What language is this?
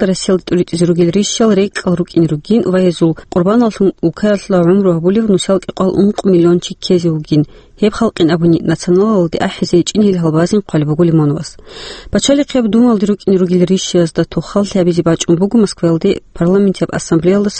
Avaric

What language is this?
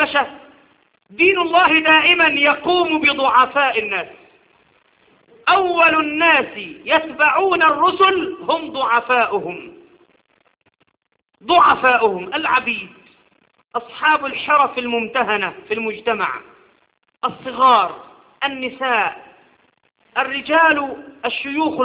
Arabic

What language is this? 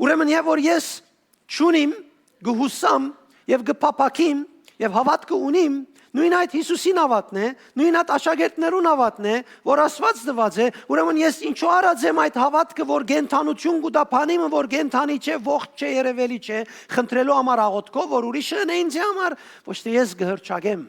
Western Armenian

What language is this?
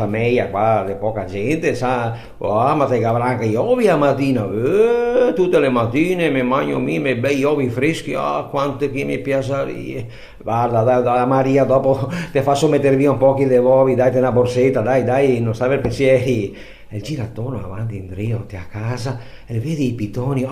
Venetian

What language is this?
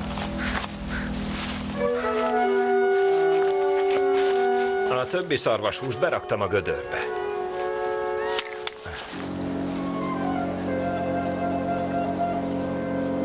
Hungarian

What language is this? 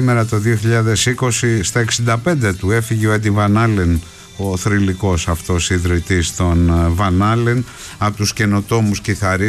Greek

